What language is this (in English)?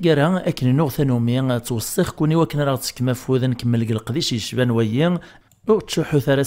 Kabyle